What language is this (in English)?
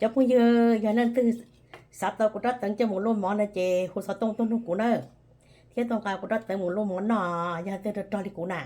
Hmong